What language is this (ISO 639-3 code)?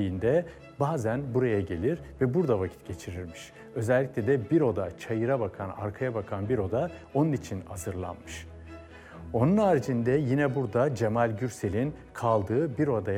tur